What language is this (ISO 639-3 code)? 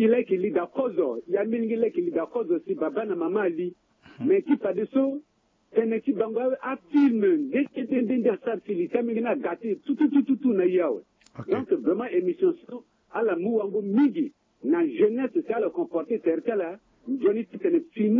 sag